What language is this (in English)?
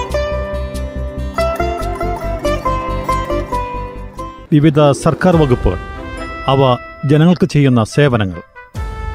Malayalam